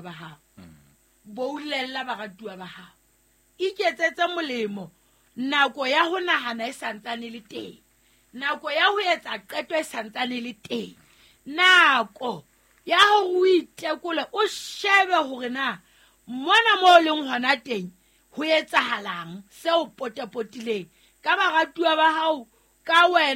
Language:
Southern Sotho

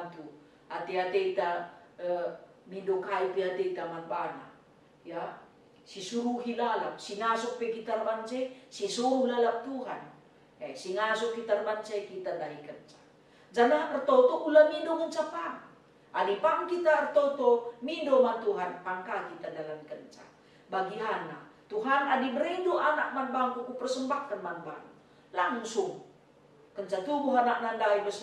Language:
Batak Karo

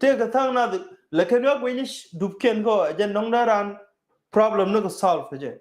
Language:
Nuer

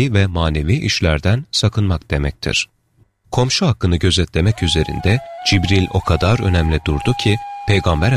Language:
Turkish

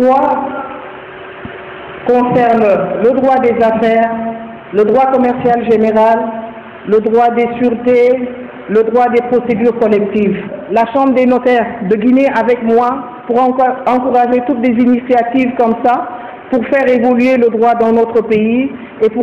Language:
French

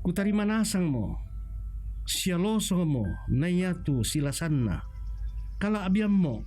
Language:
Toraja-Sa'dan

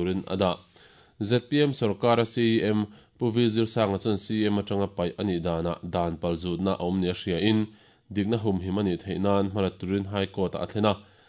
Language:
Mizo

